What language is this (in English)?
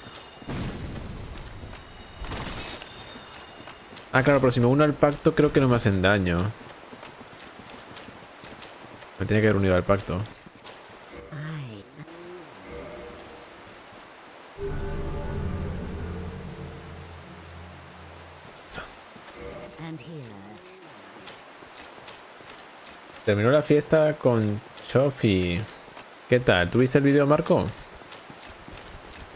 Spanish